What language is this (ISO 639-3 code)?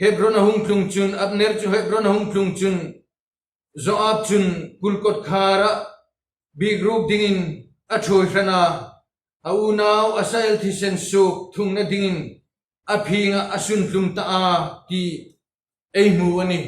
hmr